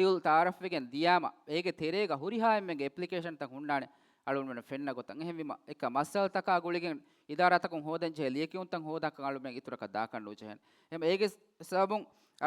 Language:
Divehi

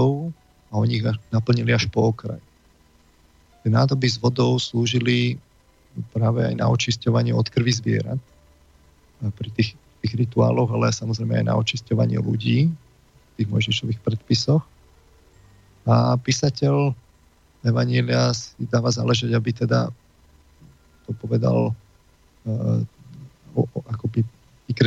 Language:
Slovak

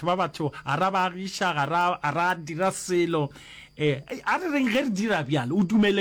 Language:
Northern Sotho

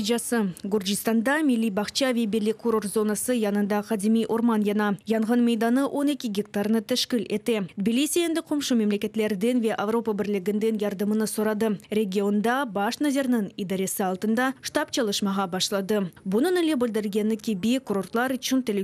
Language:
Crimean Tatar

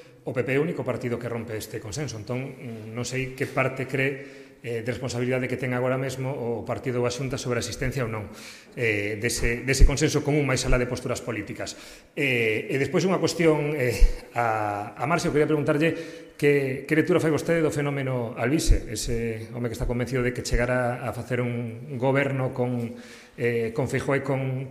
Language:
Galician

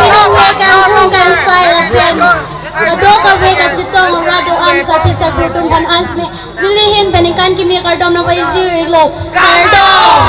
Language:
Karbi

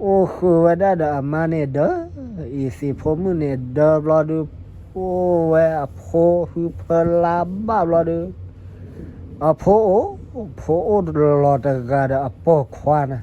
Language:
S'gaw Karen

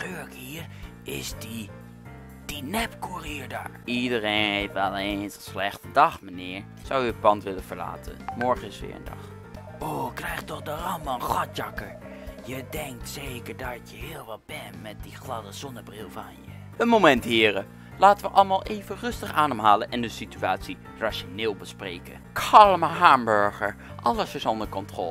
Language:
Dutch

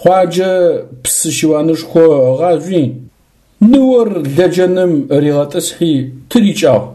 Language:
Adyghe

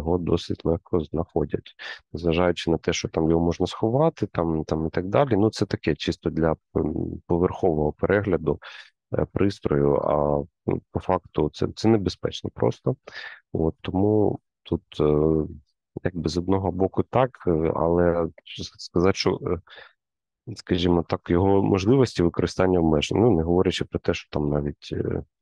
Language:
Ukrainian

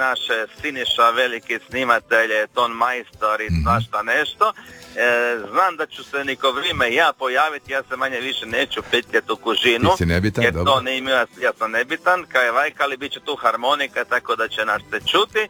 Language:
Croatian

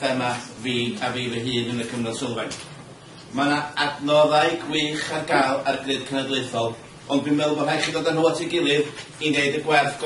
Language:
Welsh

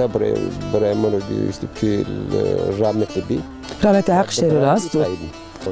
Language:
Zaza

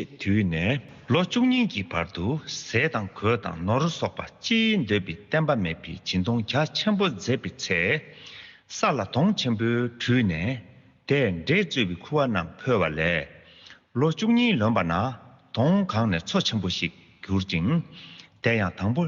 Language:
Tibetan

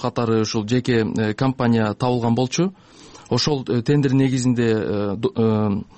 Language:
Kyrgyz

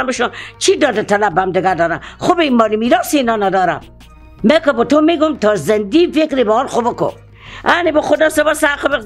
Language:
Persian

